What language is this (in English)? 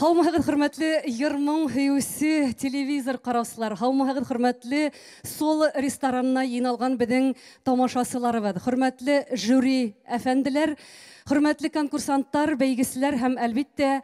Bashkir